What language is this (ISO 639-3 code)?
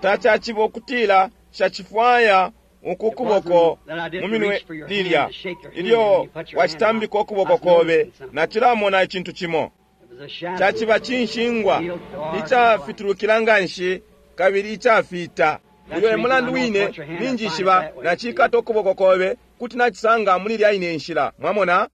bem